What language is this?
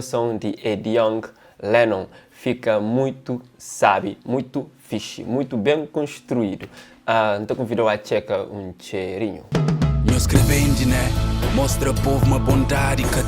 Kabuverdianu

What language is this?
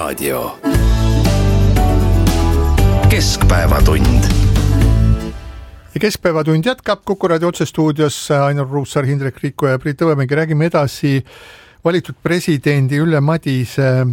Estonian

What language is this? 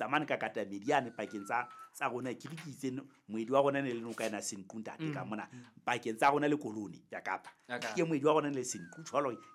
Southern Sotho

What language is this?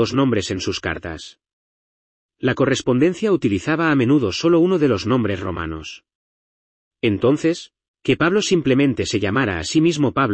Spanish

